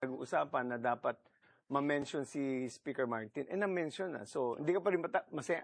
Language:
Cebuano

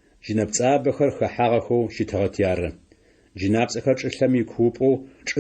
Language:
Adyghe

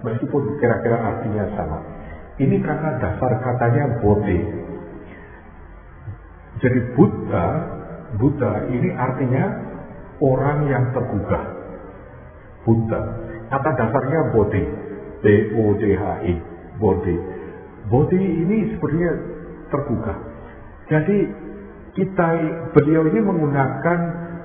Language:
Indonesian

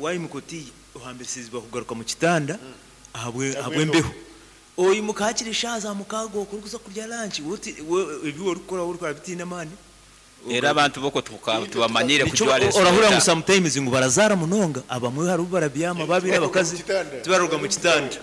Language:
Nyankole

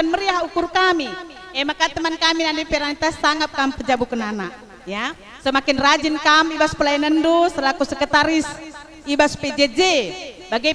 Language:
Batak Karo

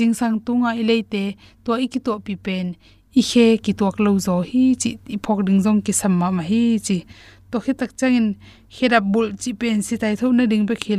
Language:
Tedim Chin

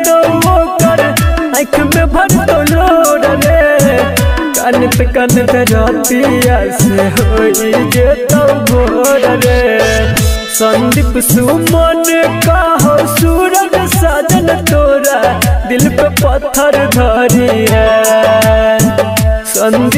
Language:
Bhojpuri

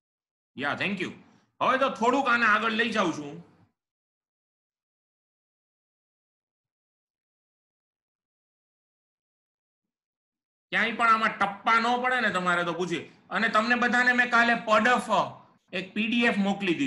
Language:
Gujarati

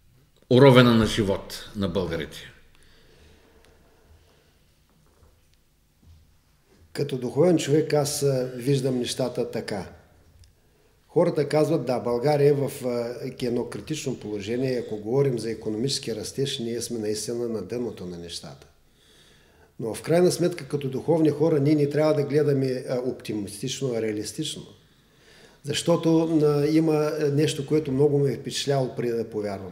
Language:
Bulgarian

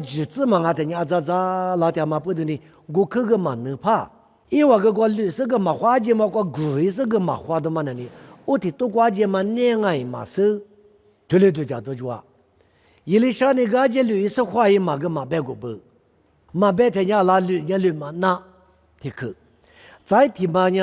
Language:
Lisu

